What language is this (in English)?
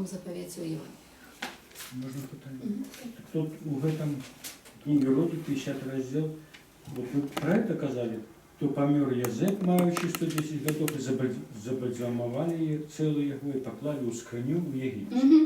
Belarusian